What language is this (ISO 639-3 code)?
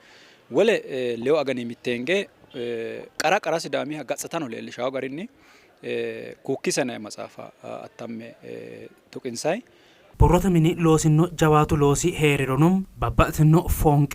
sid